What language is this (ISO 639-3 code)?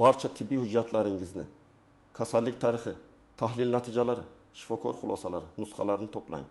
uzb